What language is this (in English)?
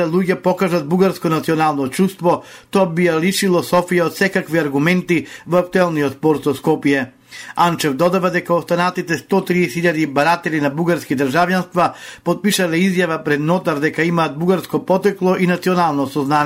Macedonian